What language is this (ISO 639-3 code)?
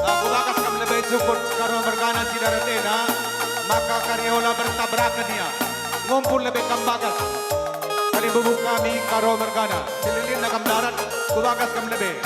btx